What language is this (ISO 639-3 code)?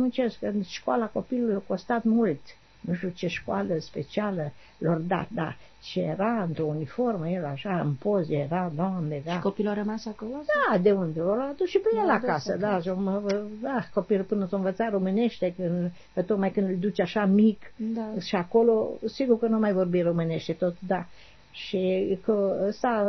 ron